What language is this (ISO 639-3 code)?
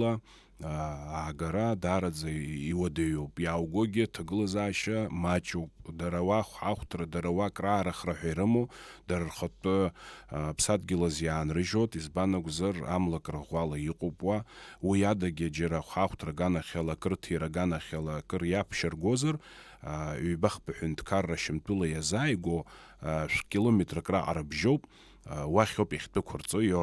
abk